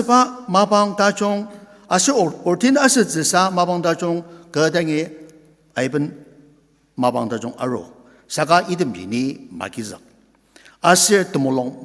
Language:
Ao Naga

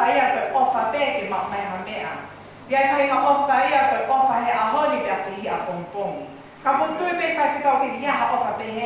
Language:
Tongan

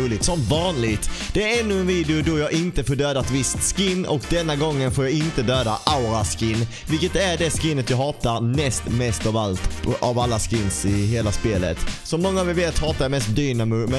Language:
Swedish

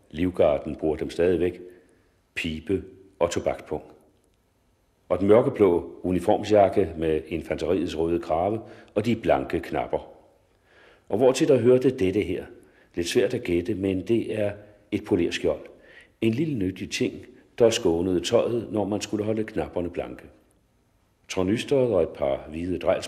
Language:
Danish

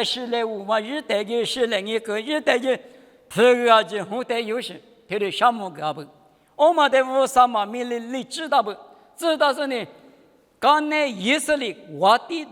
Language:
Lisu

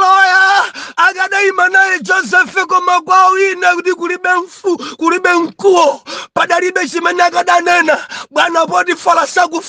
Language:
Nyanja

